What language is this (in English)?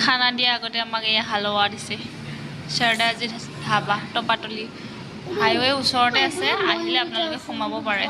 Assamese